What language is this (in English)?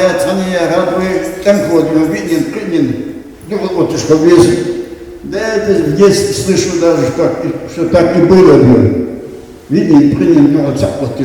Ingush